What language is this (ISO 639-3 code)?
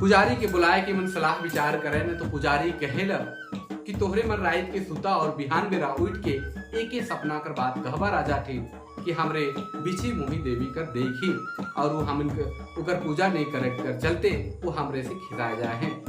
sck